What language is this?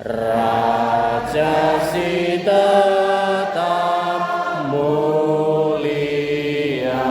Batak Karo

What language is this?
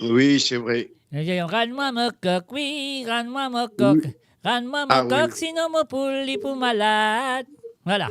Morisyen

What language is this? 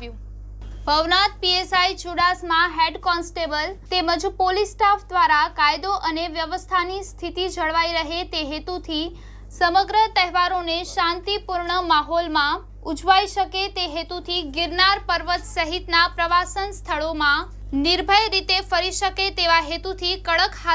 Gujarati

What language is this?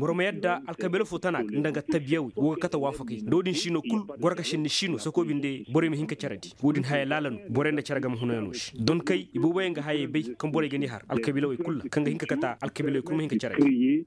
Koyraboro Senni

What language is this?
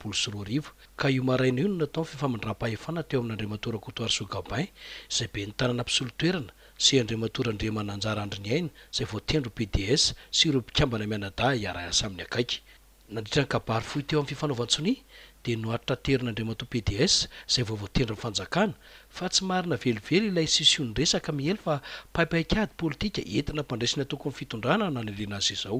Malagasy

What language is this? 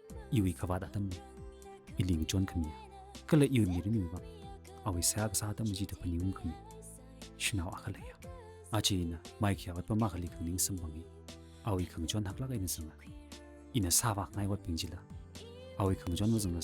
Tangkhul Naga (India)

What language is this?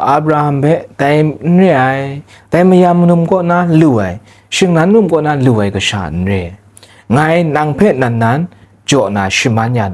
Kachin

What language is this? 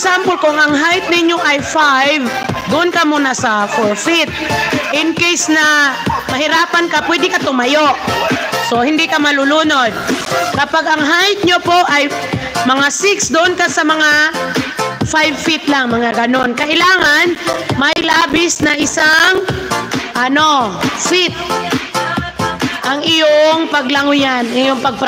Filipino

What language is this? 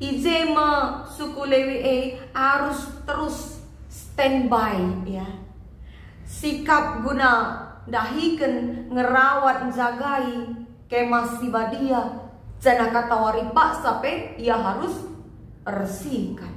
Batak Karo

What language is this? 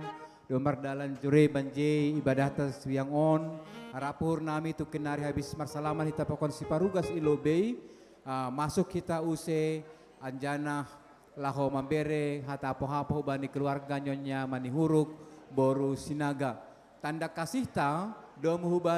Batak Simalungun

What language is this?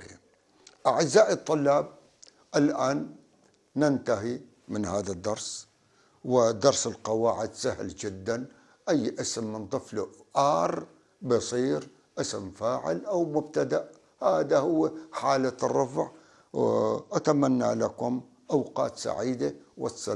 North Levantine Arabic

